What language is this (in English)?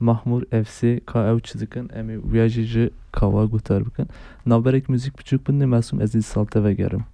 Kurdish